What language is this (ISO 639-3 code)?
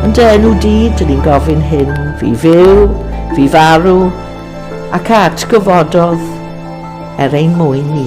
cym